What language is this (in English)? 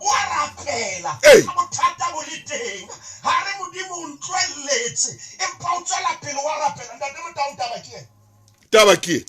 Southern Sotho